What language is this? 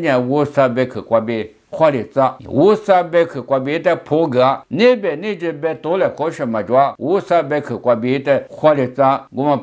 Lisu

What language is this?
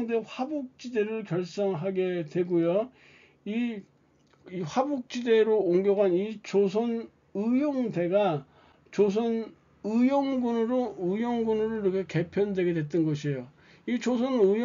Korean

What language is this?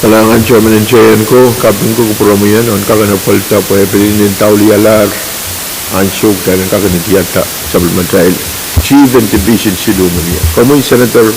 Pohnpeian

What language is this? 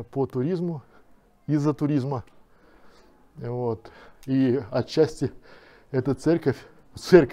Russian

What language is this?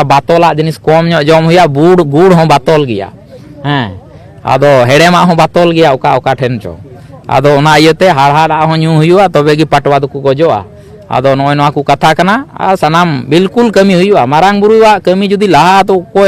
Santali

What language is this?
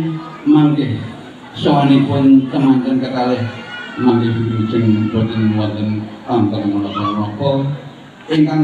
Javanese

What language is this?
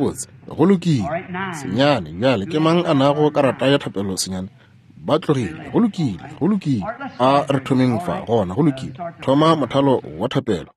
Northern Sotho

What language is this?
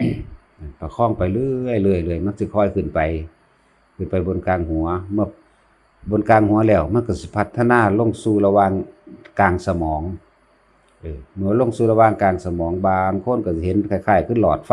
Lao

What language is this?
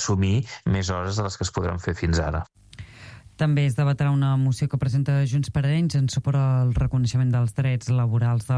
Catalan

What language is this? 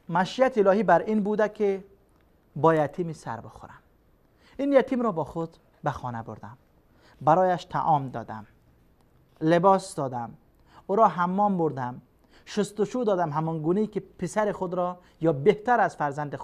Persian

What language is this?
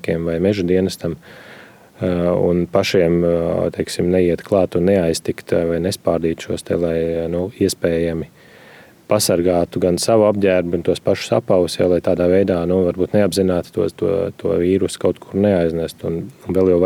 Latvian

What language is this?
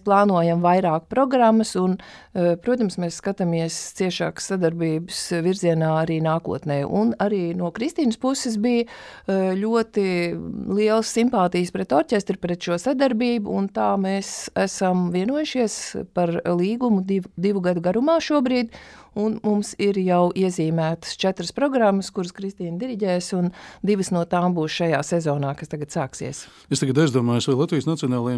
Latvian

